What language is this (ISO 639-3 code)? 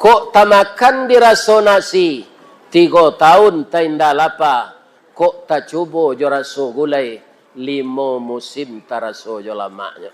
min